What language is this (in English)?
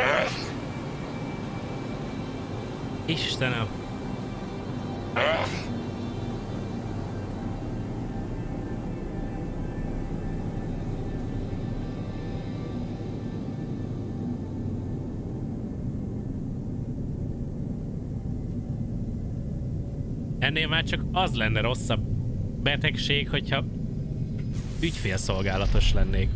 Hungarian